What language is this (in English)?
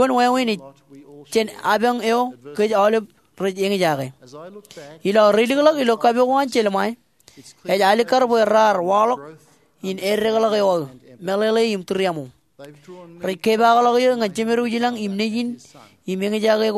Marshallese